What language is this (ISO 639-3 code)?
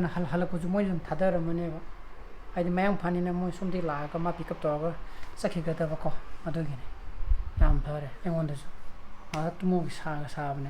mni